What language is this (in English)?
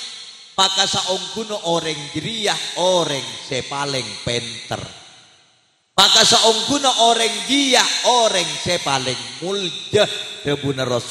Madurese